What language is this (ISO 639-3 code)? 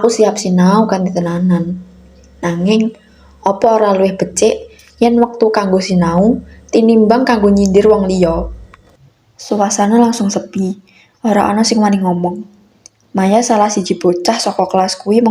jav